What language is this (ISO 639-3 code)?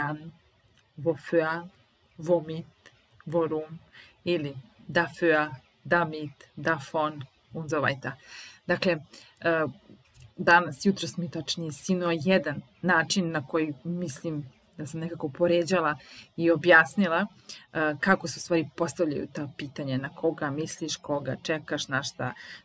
srp